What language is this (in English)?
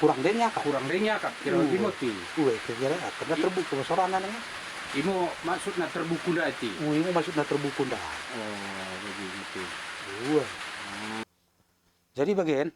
Batak Dairi